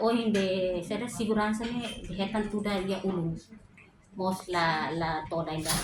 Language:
Tetum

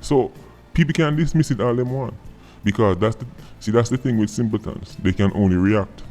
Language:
Jamaican Creole English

